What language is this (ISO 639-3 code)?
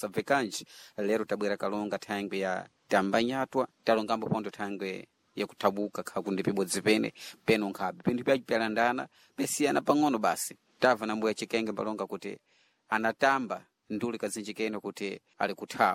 seh